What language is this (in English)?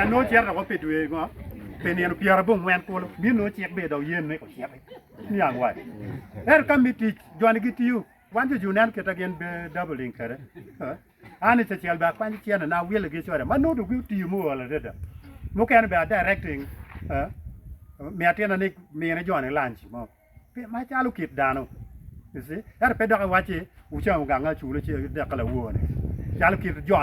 Acoli